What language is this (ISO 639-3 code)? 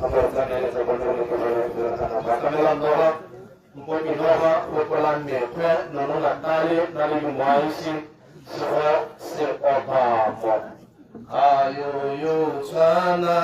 tsn